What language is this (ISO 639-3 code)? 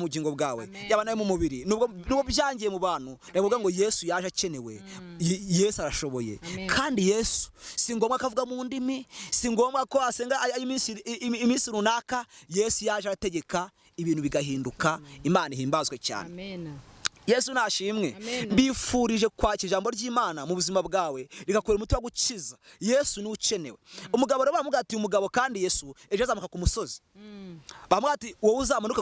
kin